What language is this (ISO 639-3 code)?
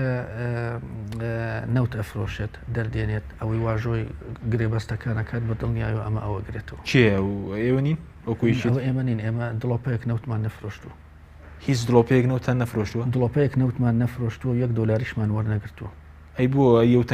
ckb